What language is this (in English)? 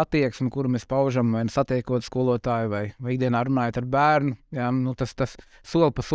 Latvian